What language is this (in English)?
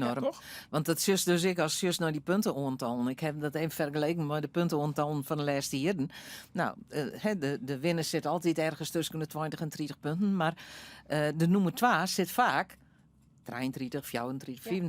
Western Frisian